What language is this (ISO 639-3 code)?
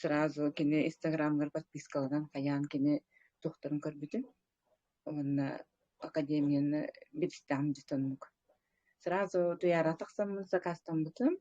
sah